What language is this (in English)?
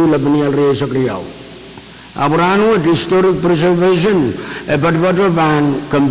Pohnpeian